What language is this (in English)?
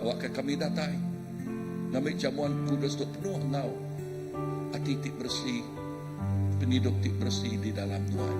Iban